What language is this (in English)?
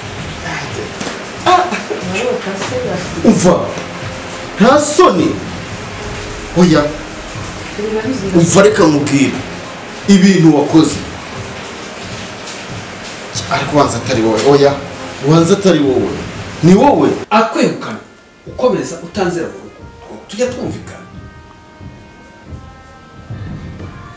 Kinyarwanda